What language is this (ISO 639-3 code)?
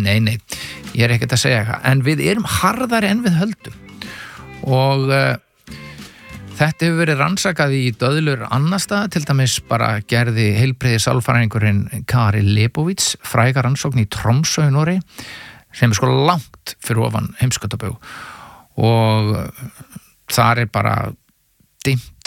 isl